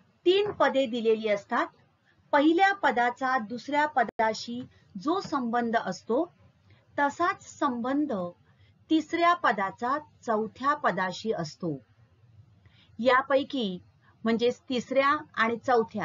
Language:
Marathi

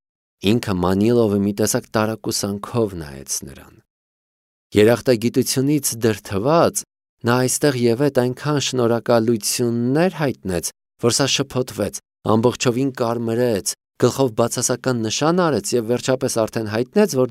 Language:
Armenian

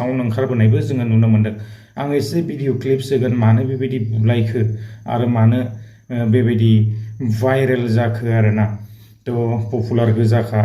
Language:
Bodo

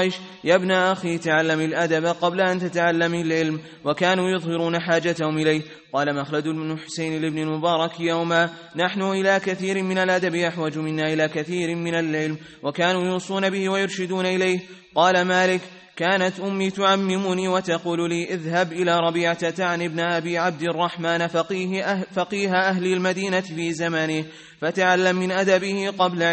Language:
Arabic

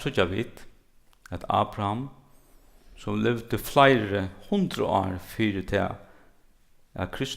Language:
Faroese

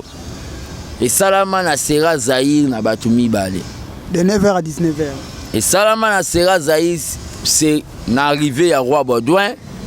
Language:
Lingala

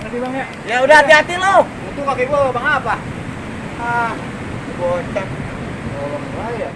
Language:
Betawi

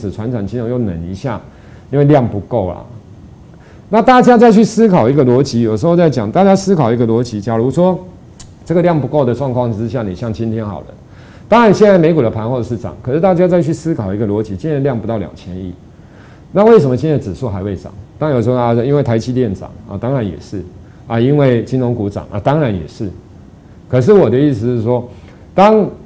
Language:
Chinese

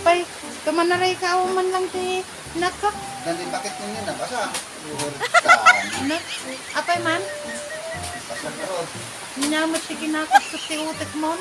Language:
Iloko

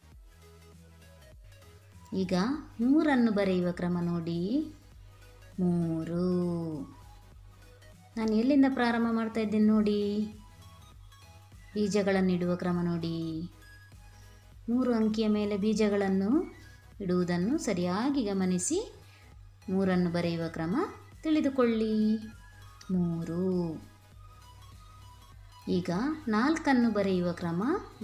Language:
Kannada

